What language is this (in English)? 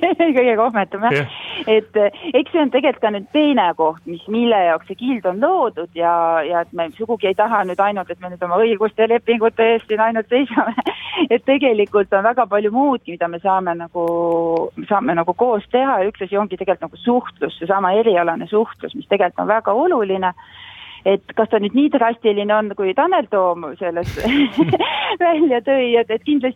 Estonian